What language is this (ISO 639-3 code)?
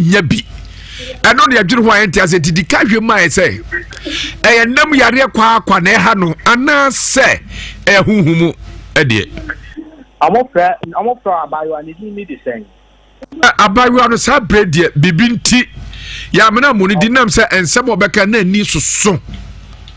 aka